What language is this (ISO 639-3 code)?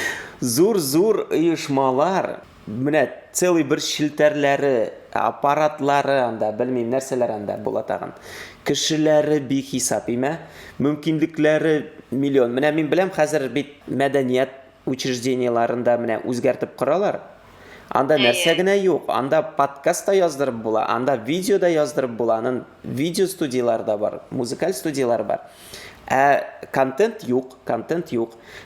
tat